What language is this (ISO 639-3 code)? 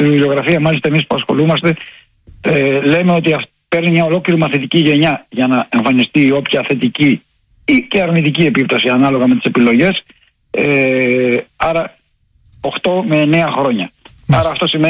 ell